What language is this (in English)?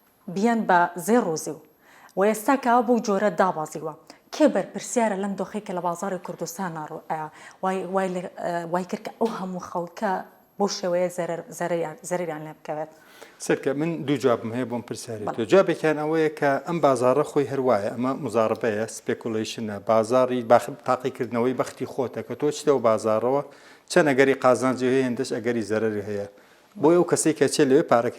Central Kurdish